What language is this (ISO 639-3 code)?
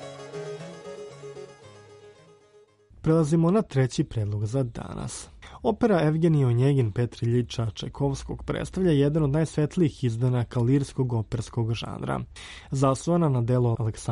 srp